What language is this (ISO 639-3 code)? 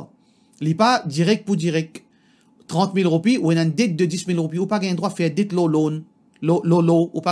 mfe